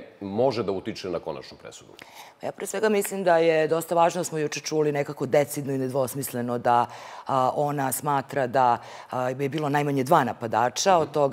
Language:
Serbian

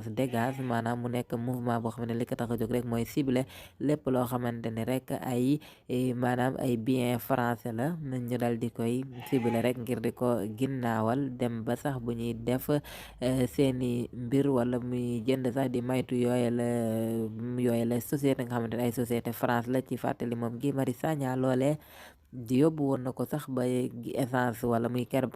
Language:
Wolof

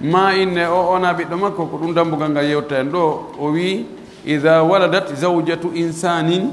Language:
Pular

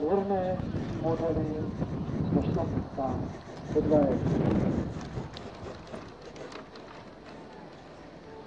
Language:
Czech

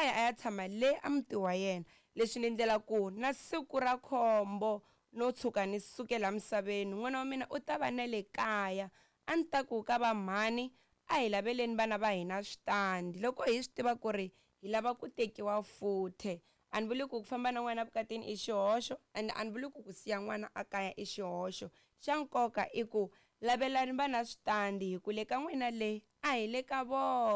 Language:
Tsonga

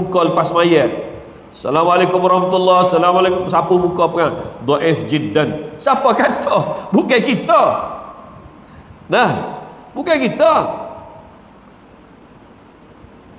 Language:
Malay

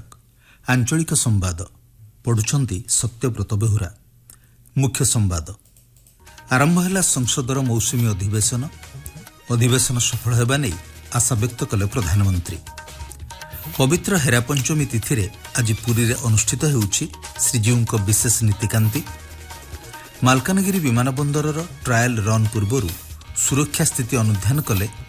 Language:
Odia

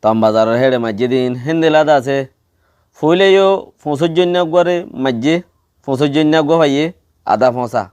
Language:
Rohingya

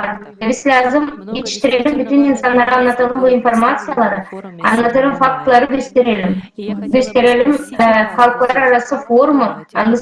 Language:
Gagauz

